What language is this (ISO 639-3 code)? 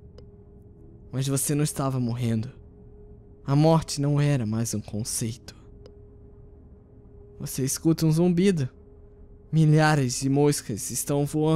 por